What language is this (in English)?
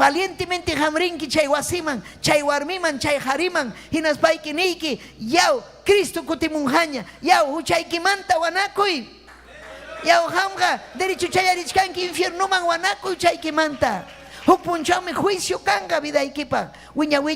Ayacucho Quechua